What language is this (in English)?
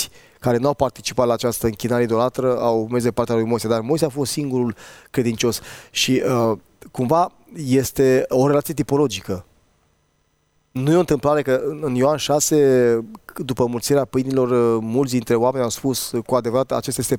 Romanian